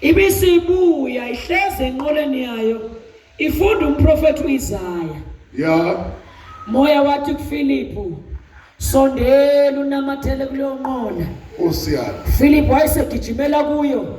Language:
Zulu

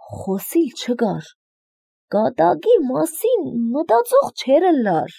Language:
Armenian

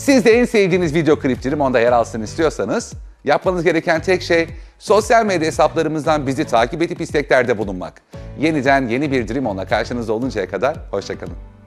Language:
Turkish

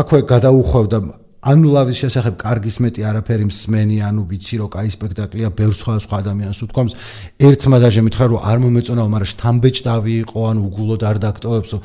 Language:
Georgian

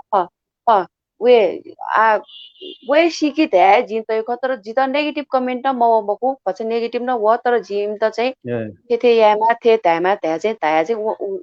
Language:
Newari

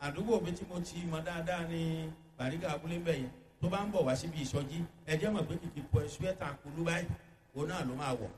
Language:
Yoruba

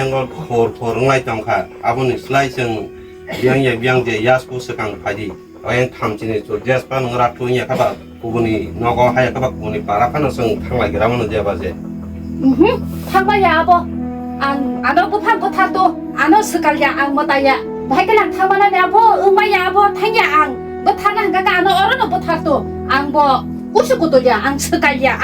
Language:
Kok Borok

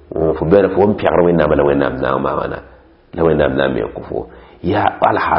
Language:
Mossi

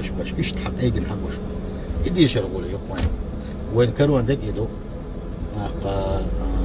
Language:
Chechen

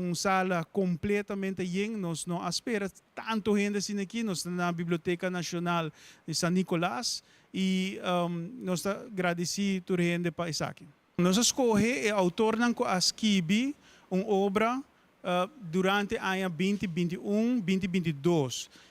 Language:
Papiamento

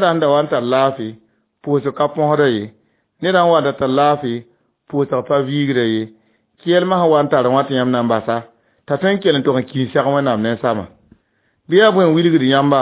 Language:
Mossi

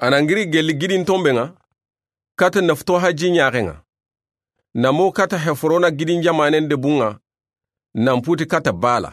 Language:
Soninke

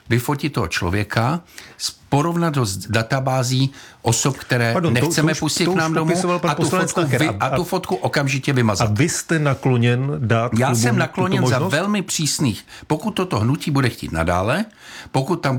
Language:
Czech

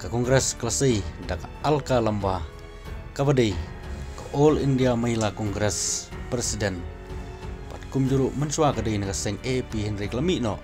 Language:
Khasi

